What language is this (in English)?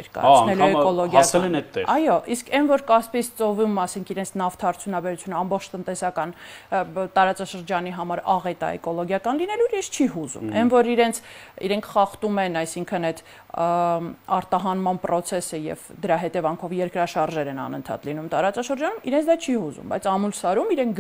Armenian